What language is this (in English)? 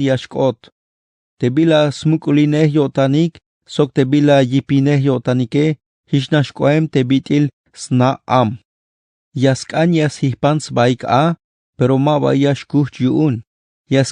Tzeltal